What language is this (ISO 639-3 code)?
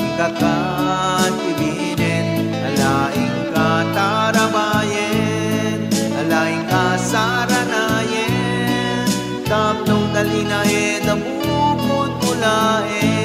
ilo